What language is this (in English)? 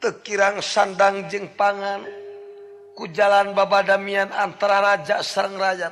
Sundanese